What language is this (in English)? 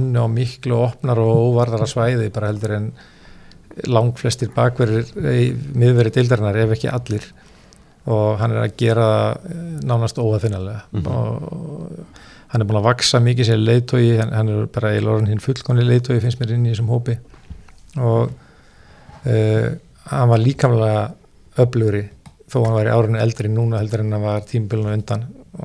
Icelandic